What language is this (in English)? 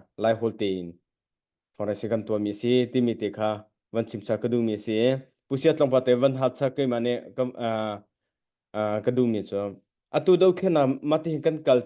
Hakha Chin